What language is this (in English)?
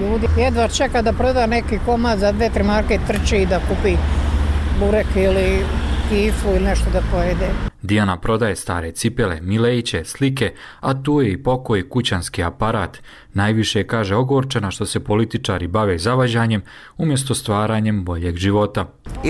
Bosnian